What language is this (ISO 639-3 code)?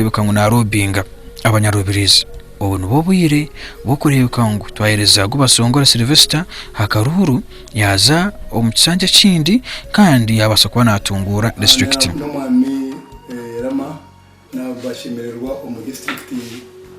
nyn